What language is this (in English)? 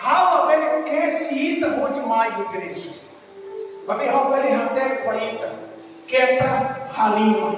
Tetum